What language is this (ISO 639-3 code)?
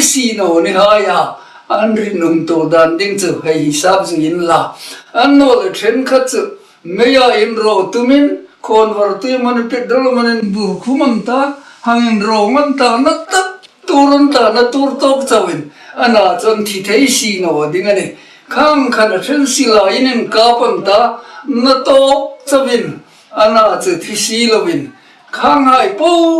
hmr